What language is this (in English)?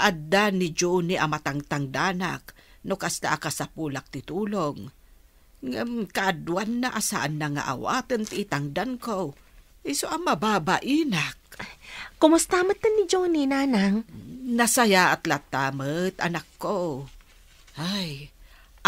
Iloko